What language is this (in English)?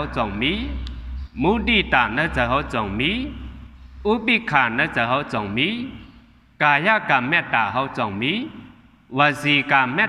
Shan